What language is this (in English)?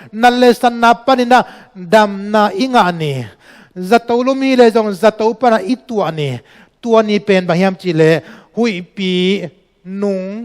Tedim Chin